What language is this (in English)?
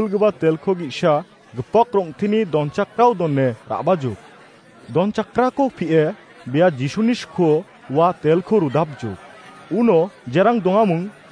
Garo